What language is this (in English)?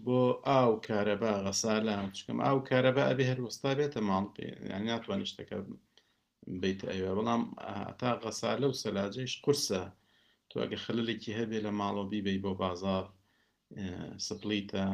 Central Kurdish